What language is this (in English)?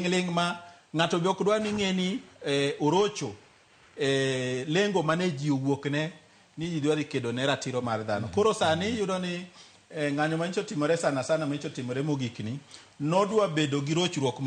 Luo (Kenya and Tanzania)